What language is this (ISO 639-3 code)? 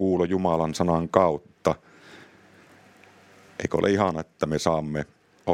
fin